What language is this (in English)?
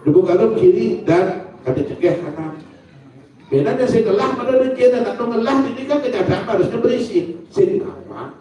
Balinese